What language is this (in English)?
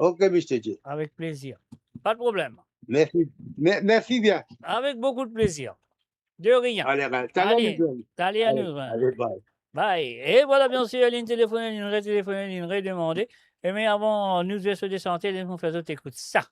Morisyen